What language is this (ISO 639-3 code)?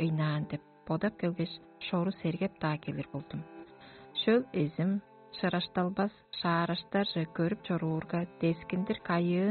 tyv